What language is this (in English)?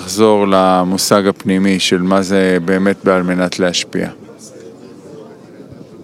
Hebrew